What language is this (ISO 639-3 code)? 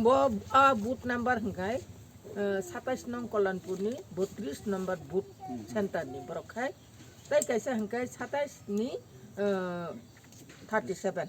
trp